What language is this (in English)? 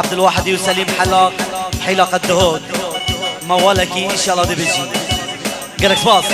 Kurdish